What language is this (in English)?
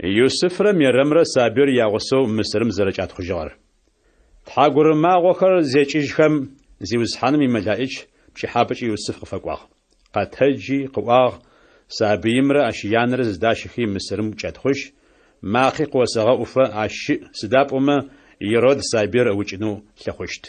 Adyghe